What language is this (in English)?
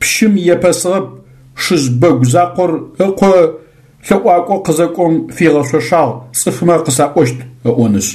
Adyghe